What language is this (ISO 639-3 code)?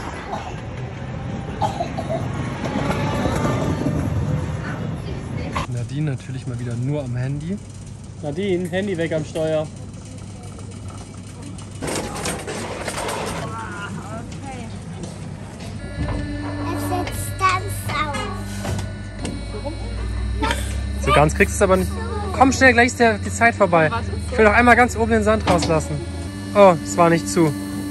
deu